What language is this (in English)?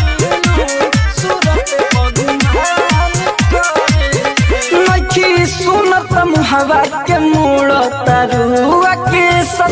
Bhojpuri